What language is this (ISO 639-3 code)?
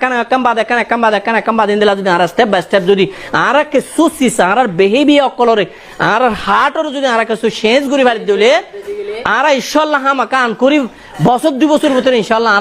rhg